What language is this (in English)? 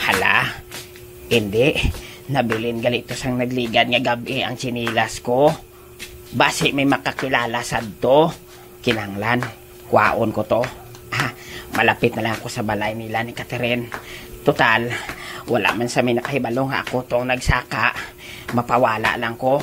Hiligaynon